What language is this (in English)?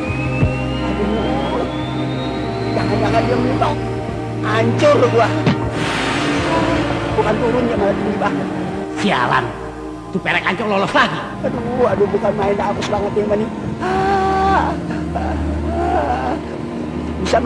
Indonesian